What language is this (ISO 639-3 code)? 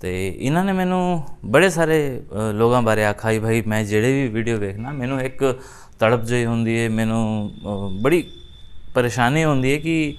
skr